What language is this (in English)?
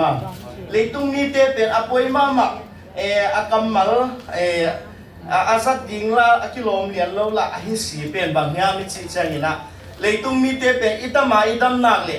Tedim Chin